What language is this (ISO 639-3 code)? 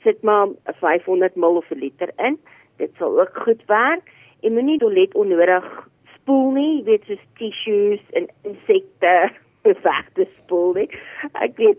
afr